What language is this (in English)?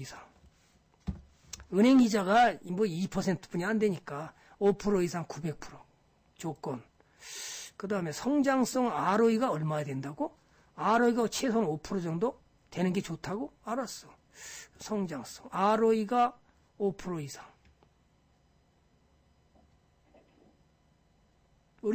Korean